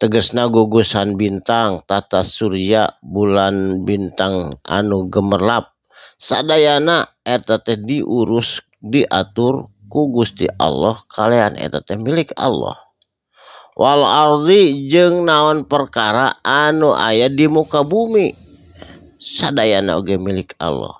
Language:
Sundanese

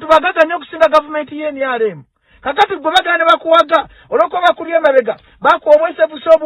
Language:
Ganda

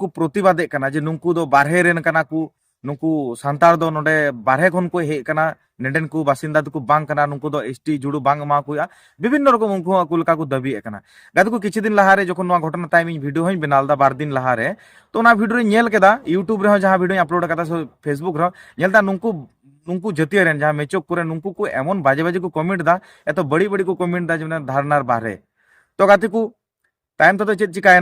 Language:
Santali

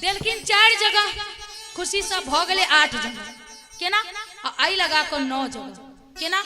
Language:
Maithili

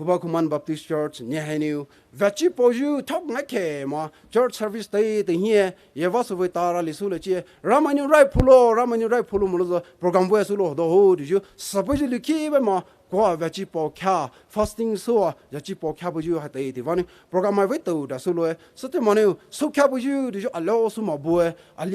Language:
Poumei Naga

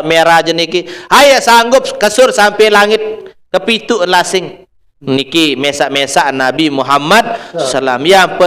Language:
Sasak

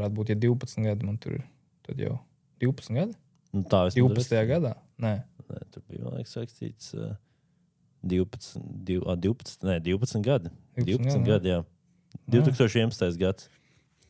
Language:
Latvian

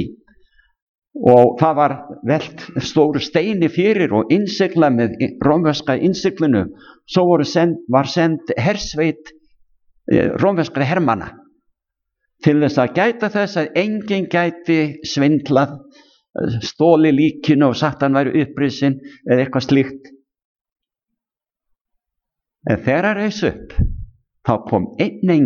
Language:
Icelandic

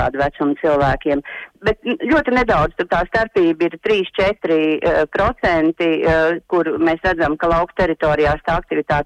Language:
Latvian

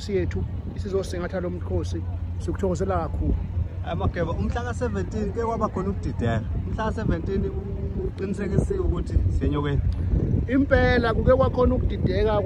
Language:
Zulu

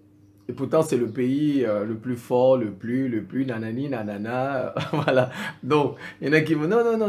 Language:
French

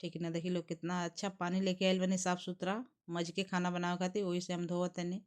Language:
Bhojpuri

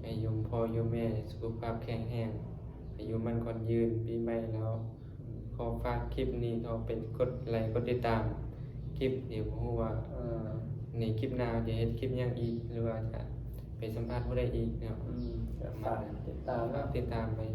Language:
Northeastern Thai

